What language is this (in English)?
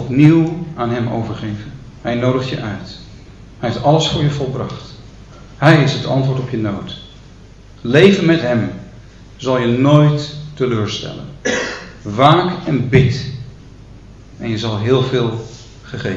Dutch